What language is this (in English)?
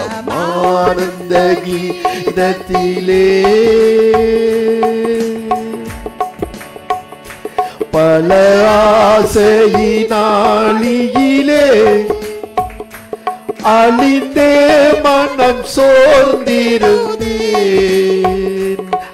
Tamil